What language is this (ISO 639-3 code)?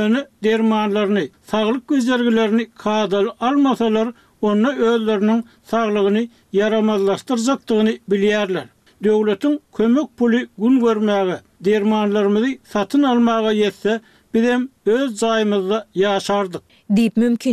tuk